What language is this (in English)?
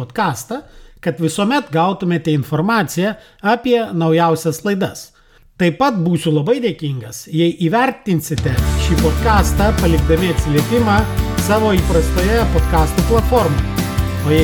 Lithuanian